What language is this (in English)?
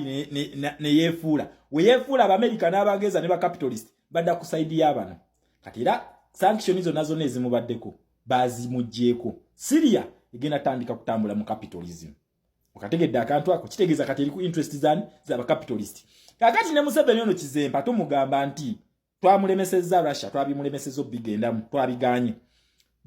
Ganda